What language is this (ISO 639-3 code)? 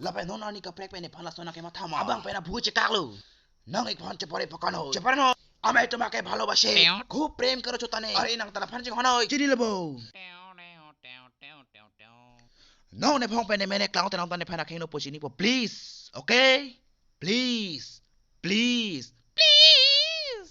mjw